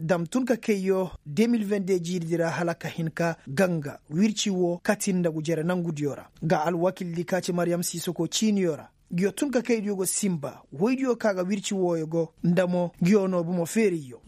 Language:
Koyraboro Senni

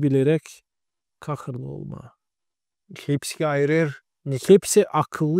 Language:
Gagauz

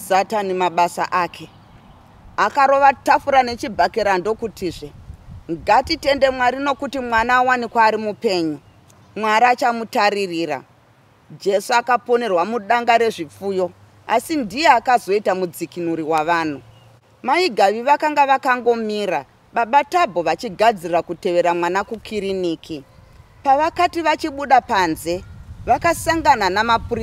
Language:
Shona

